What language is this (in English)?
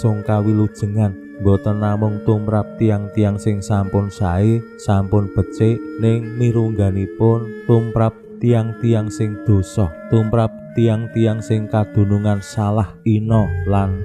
Javanese